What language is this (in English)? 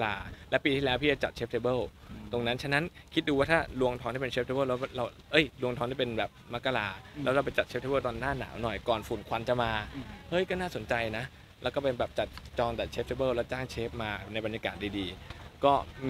Thai